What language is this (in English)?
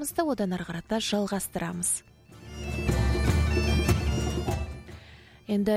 Kazakh